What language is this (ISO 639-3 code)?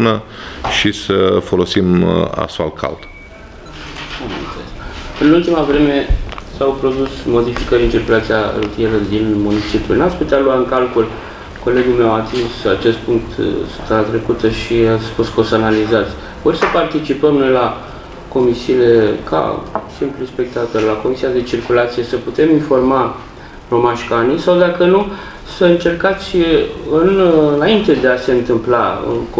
ron